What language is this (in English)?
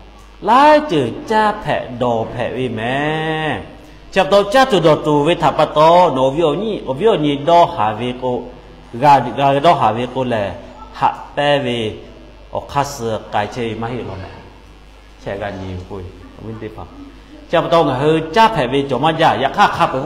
Lahu